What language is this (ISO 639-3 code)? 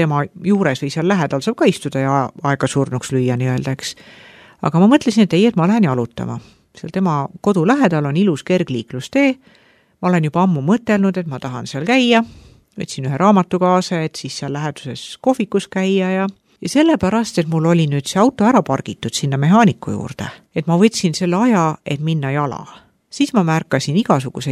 est